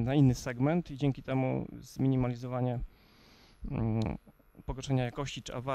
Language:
Polish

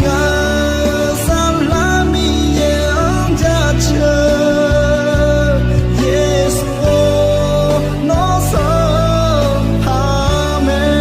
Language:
Akha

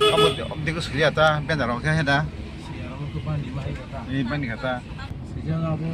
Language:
Kok Borok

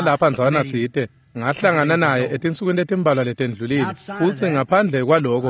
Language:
Swati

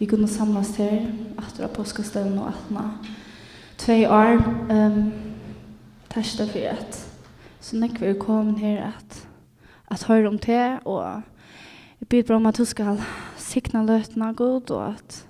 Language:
Faroese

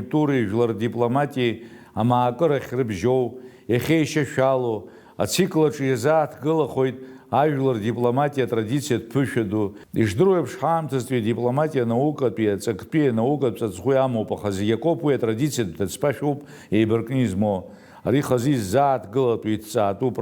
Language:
Abkhazian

